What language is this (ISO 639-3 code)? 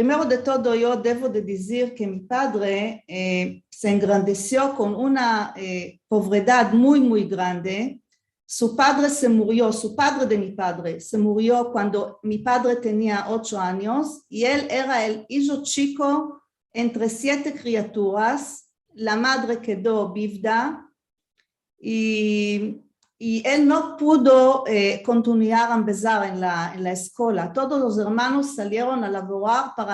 lad